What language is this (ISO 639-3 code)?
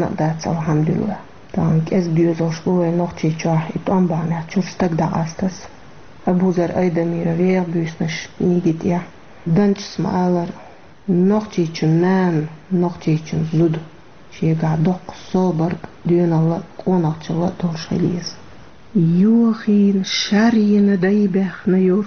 che